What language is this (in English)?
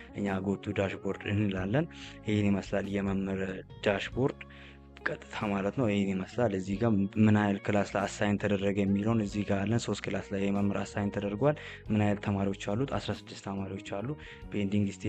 Amharic